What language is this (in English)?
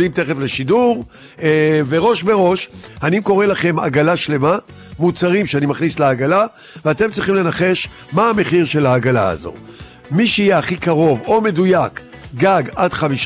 Hebrew